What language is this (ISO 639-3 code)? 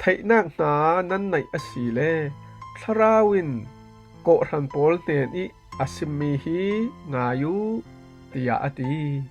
cfm